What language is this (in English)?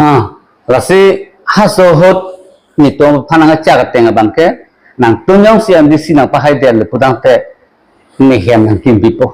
Karbi